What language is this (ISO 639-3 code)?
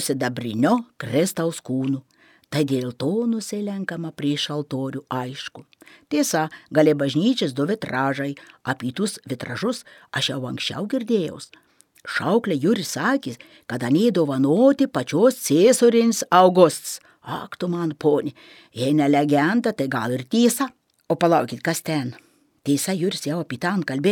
lit